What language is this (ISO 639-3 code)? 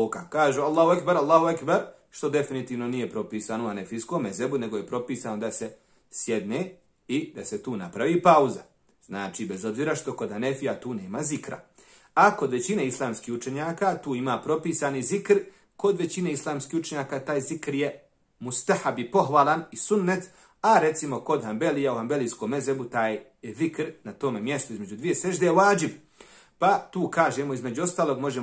bos